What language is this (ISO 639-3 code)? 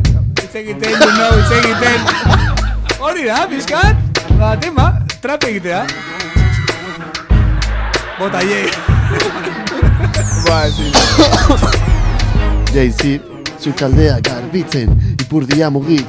eus